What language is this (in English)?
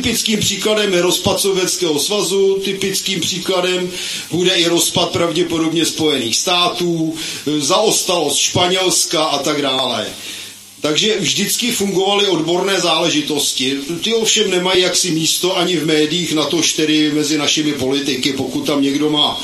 Czech